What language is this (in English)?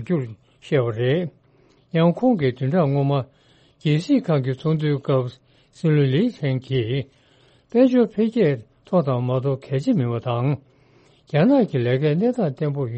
Tibetan